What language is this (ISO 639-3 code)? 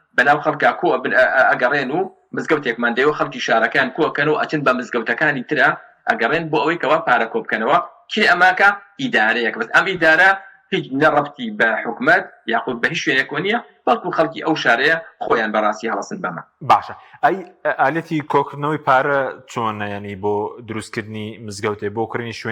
ckb